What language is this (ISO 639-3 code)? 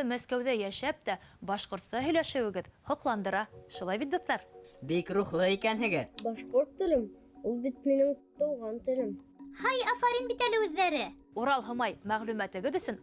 bak